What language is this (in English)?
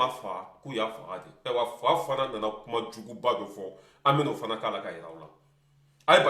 Bambara